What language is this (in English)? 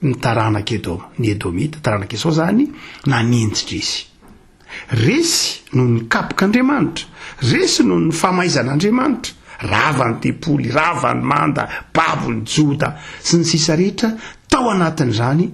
Malagasy